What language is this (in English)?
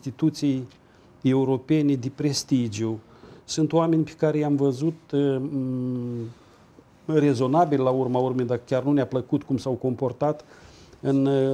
Romanian